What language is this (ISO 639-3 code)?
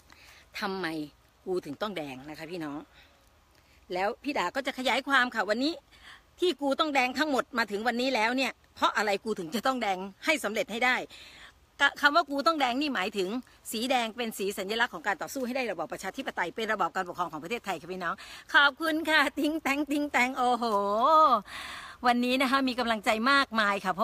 tha